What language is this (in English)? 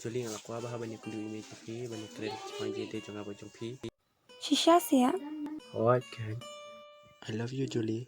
Khasi